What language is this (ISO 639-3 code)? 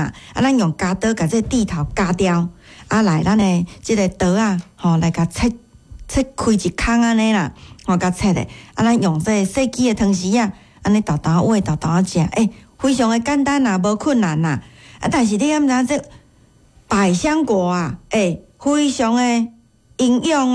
nan